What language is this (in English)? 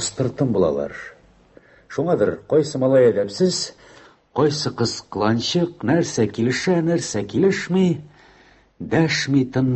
Tatar